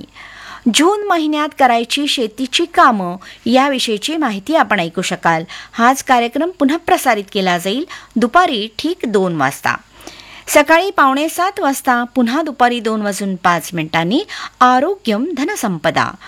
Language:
Marathi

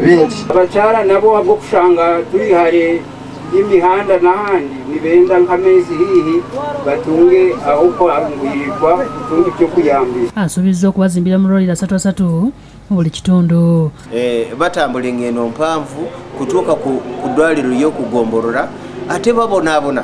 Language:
Ganda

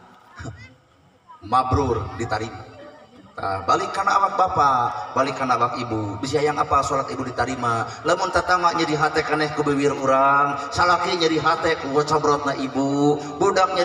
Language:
Sundanese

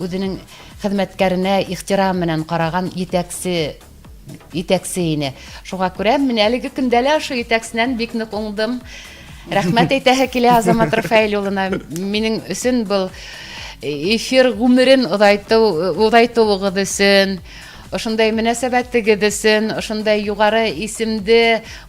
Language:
Bashkir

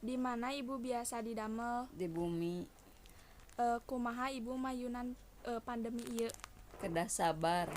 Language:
Sundanese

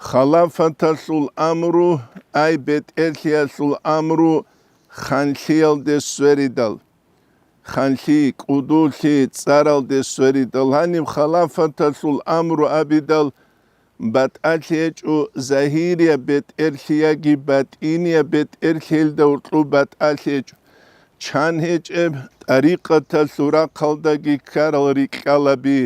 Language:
Avaric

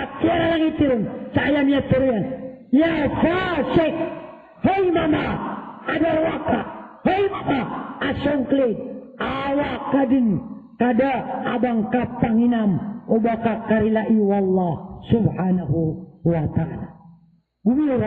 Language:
Maranao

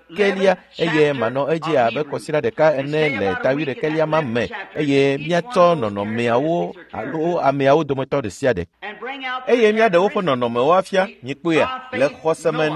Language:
Ewe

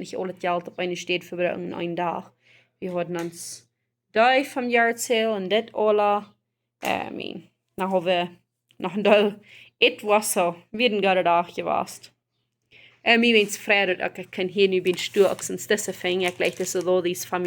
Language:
Plautdietsch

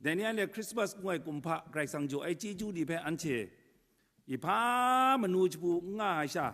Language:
Kachin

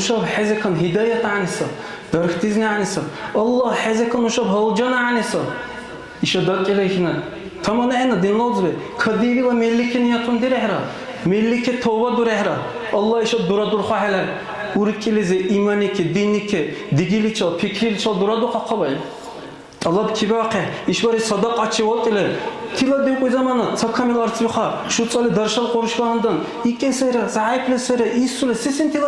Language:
Dargwa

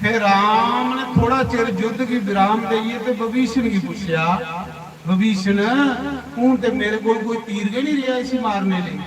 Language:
Dogri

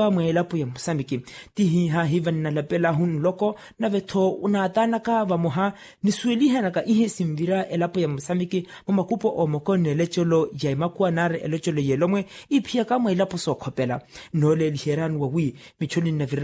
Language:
Makhuwa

